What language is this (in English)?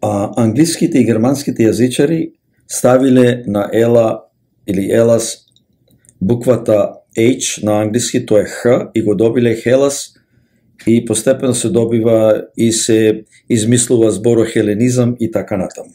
Macedonian